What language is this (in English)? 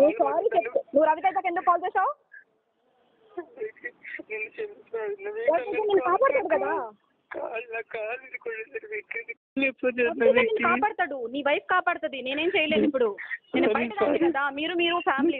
Telugu